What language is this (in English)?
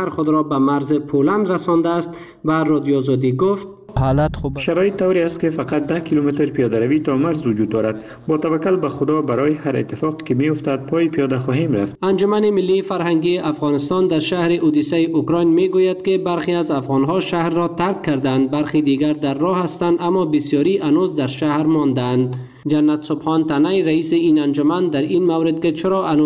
Persian